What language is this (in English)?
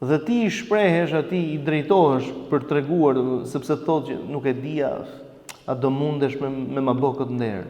Albanian